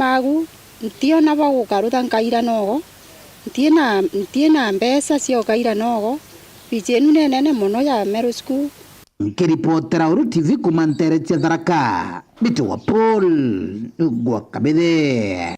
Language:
Meru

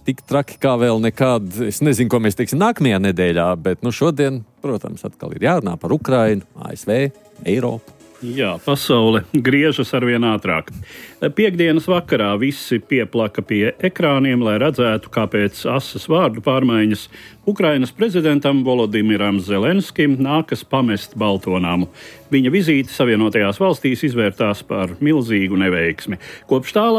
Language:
Latvian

